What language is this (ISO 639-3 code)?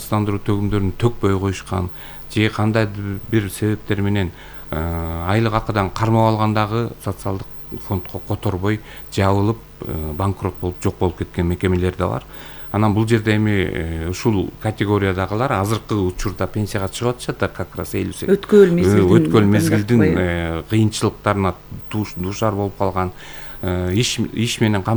kir